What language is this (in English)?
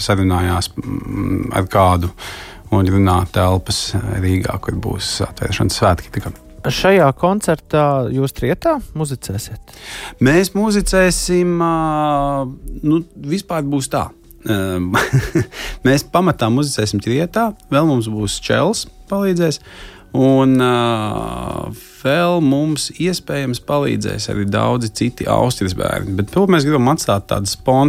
Latvian